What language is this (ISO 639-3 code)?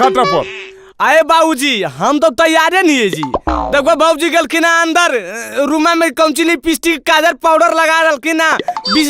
mag